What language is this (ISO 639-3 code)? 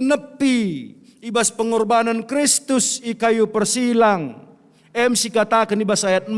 btx